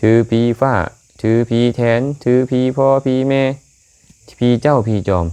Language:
Lao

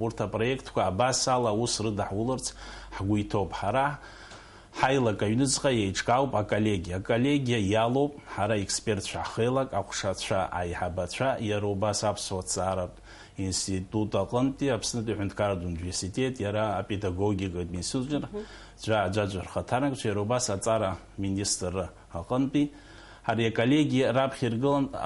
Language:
Abkhazian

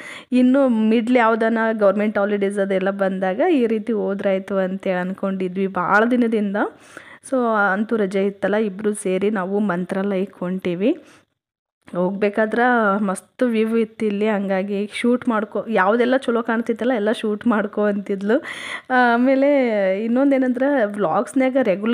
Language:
Kannada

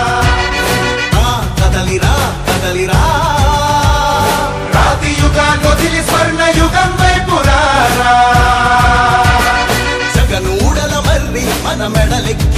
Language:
Telugu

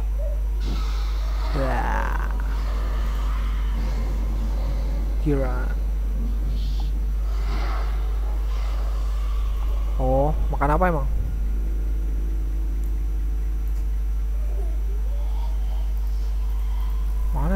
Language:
Indonesian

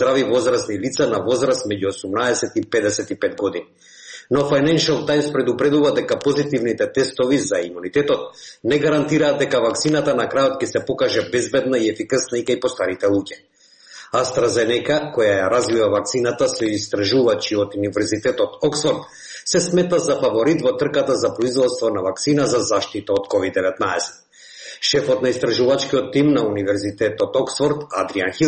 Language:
Macedonian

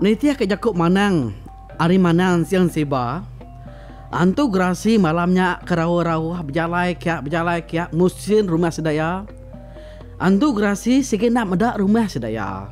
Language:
Iban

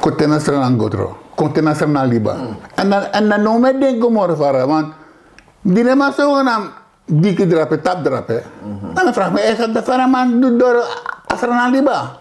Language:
Sranan Tongo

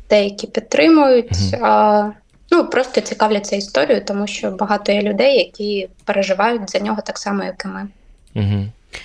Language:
Ukrainian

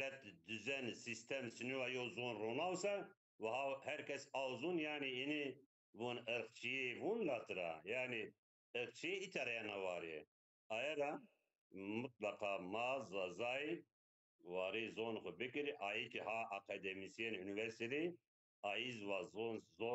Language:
Zaza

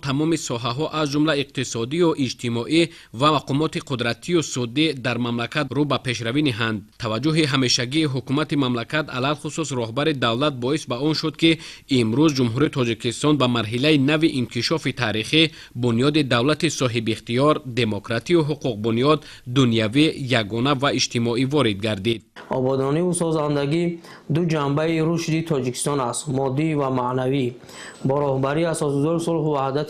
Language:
Tajik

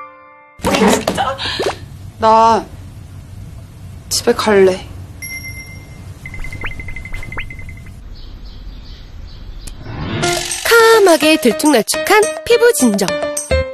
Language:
Korean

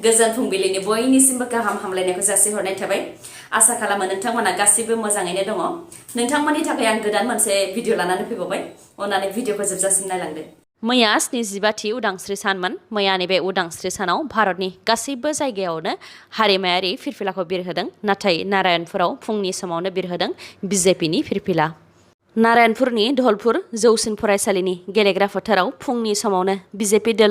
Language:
Bodo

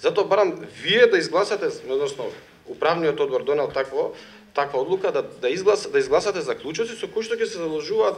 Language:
Macedonian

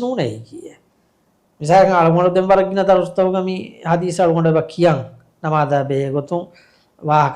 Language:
Divehi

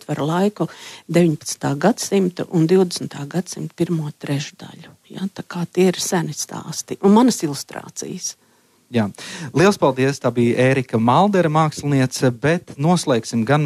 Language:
Latvian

